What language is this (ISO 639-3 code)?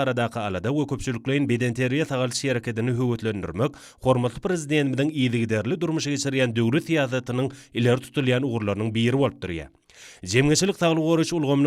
tuk